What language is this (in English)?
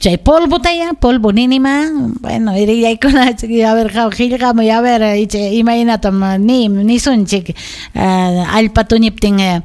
Ayacucho Quechua